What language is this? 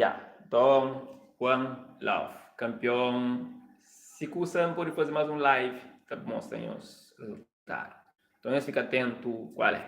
Kabuverdianu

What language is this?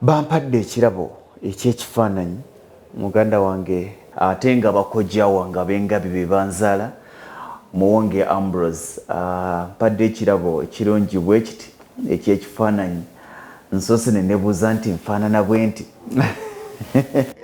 Ganda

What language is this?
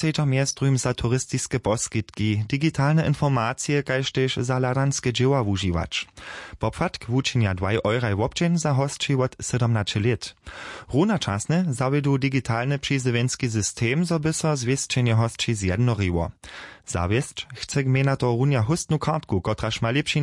Upper Sorbian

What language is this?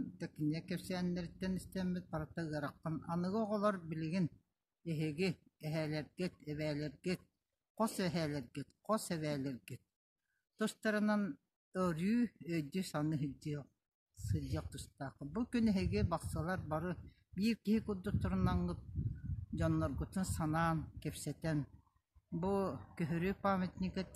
Yakut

